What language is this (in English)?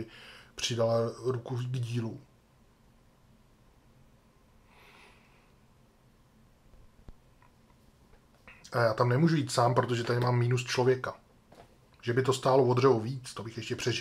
Czech